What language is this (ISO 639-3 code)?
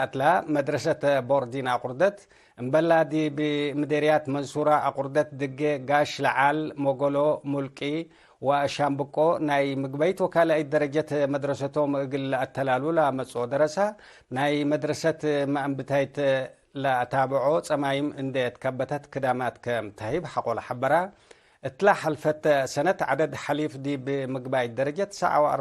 tig